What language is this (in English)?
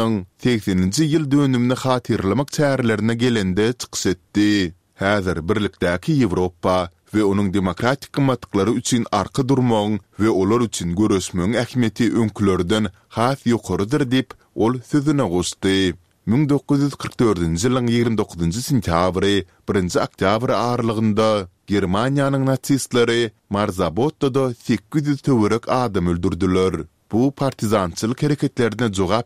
Turkmen